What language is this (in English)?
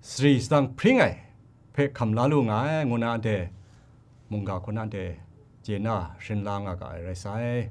Kachin